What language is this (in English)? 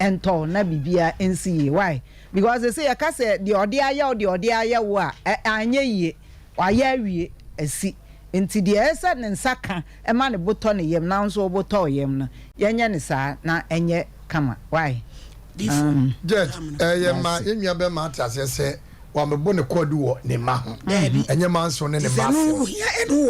Akan